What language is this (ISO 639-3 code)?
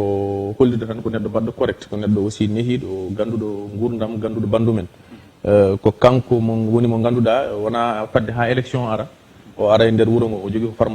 ful